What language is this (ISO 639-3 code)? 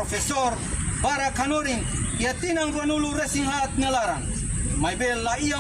tet